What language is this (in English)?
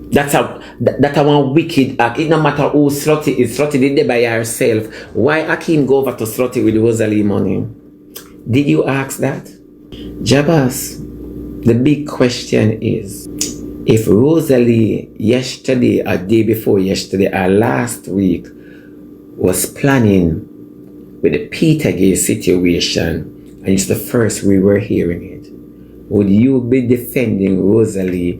Jamaican Creole English